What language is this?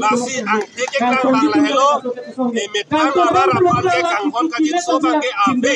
Karbi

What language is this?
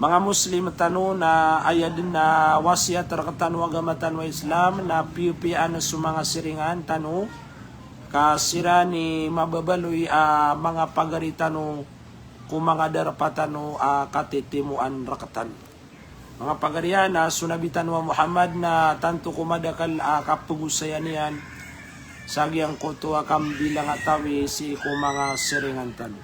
Maranao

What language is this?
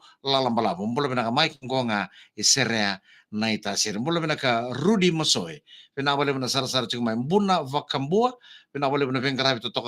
Fijian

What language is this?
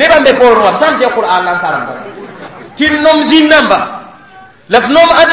Mossi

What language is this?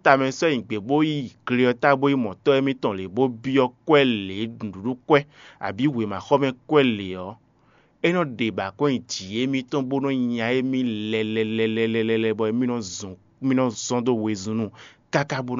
Fon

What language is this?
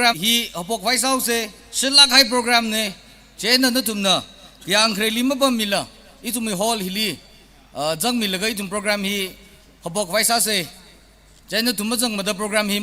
Tangkhul Naga (India)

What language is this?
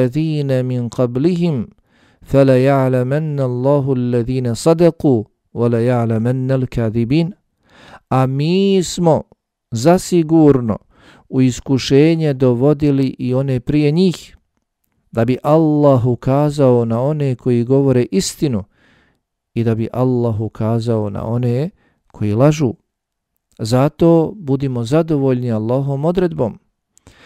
Bosnian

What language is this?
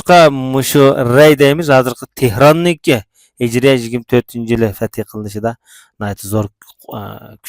Uyghur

